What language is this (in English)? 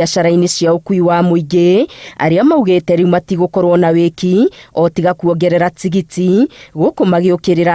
Kikuyu